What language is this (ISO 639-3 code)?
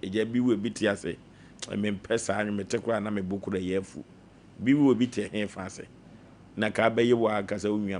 aka